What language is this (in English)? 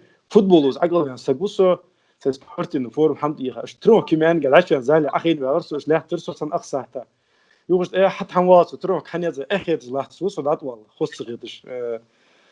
Ingush